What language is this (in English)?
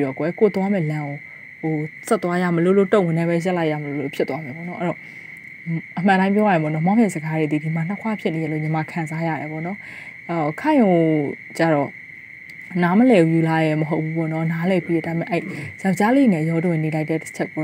Burmese